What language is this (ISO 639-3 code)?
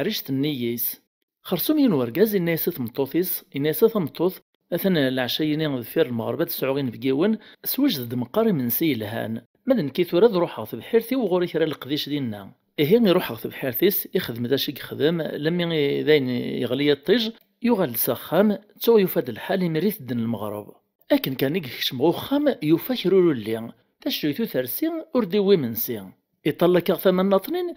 kab